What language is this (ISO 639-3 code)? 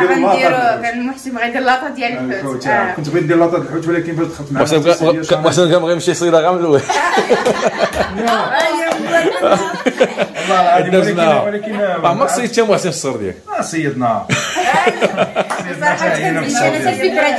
ary